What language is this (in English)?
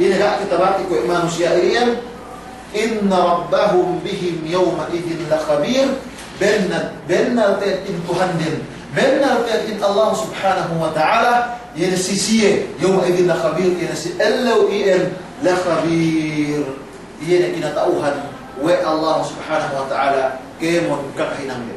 Yakan